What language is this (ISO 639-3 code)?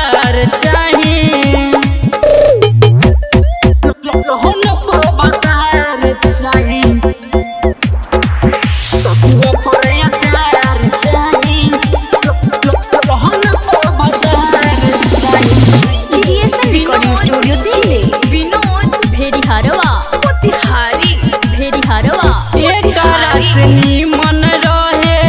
bho